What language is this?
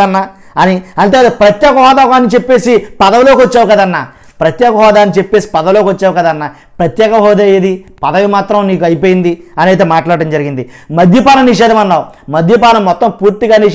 Telugu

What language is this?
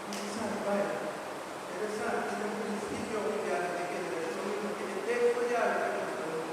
Papiamento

